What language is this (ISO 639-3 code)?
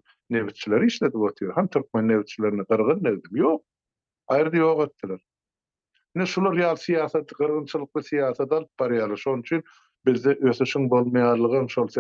tuk